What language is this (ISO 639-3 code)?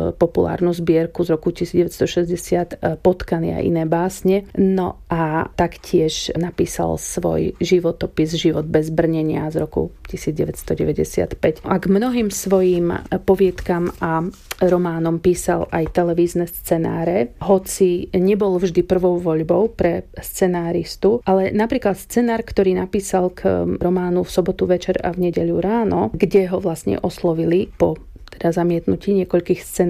slk